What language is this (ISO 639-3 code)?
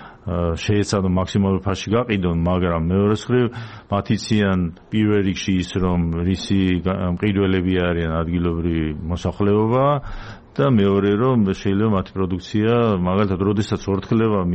kat